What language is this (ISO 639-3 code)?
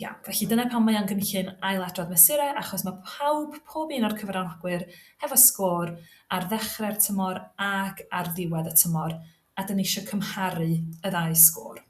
cym